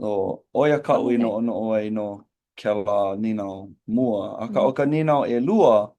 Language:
Hawaiian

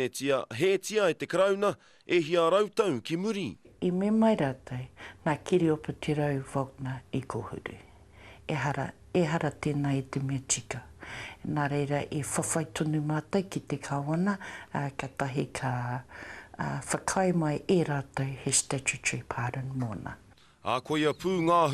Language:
Māori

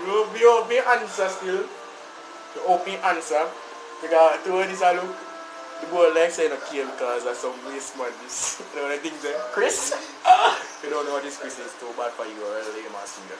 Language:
Jamaican Creole English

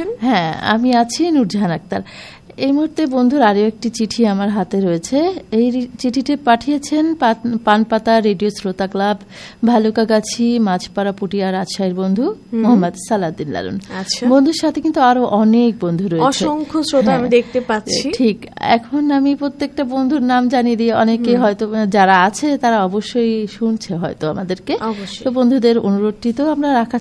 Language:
Bangla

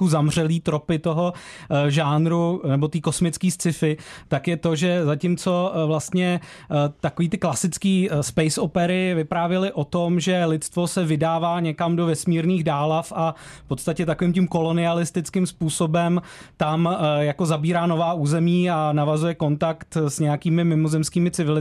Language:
Czech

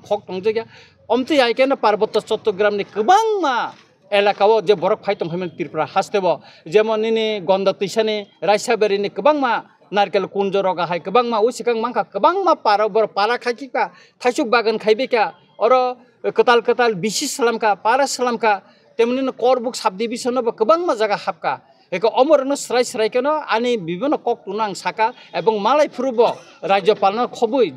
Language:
Kok Borok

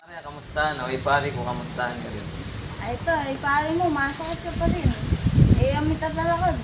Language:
Pampanga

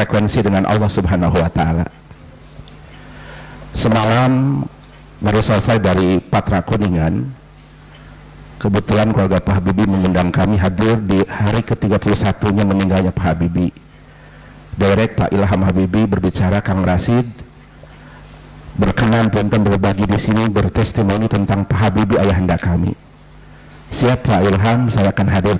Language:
Indonesian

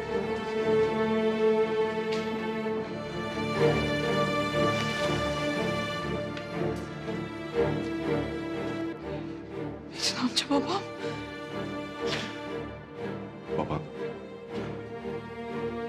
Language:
Turkish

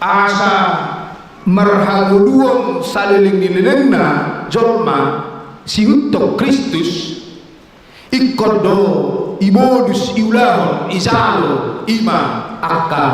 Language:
Batak Toba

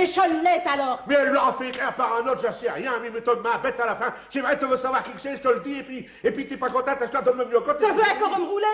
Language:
Picard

